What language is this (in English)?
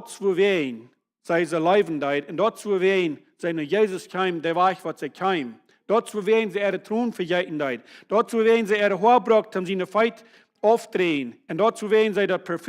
Plautdietsch